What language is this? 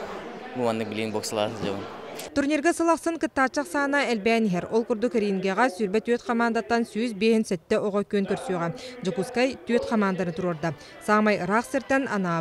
Yakut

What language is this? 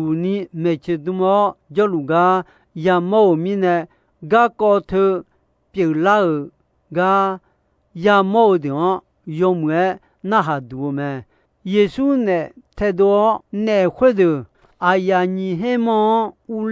Akha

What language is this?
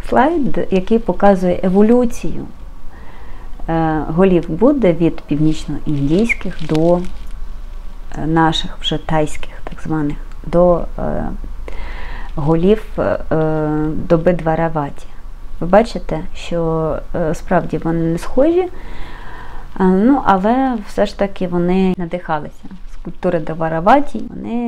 Ukrainian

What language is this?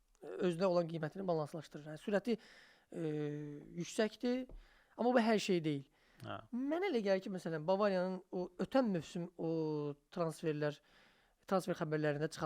Azerbaijani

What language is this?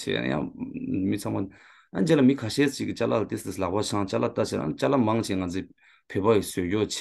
Tibetan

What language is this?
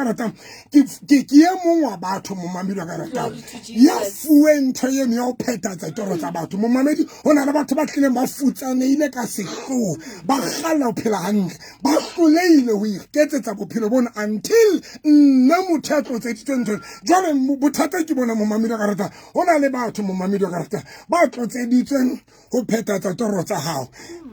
Southern Sotho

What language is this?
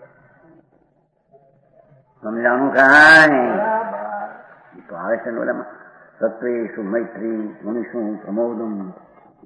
Gujarati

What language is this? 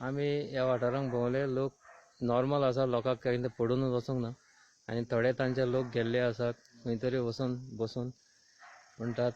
Konkani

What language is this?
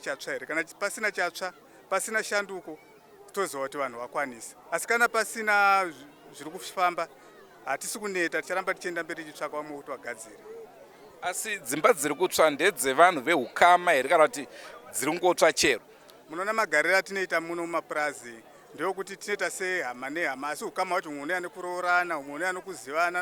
Shona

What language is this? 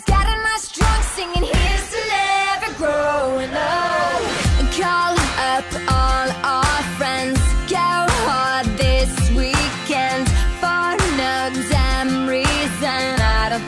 English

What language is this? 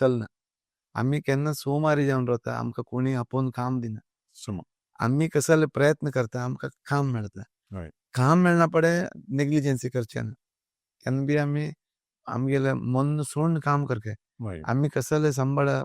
Konkani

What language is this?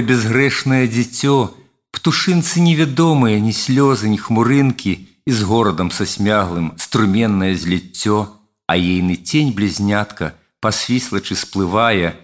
Belarusian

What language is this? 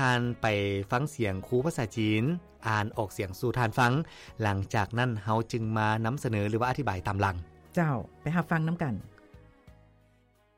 Lao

